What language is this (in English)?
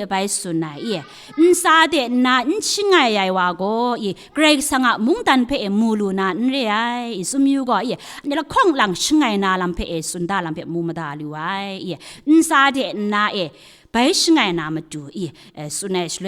Kachin